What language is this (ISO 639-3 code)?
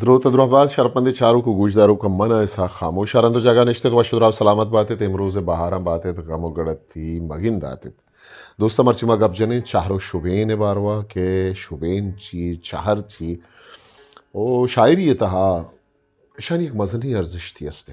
bgp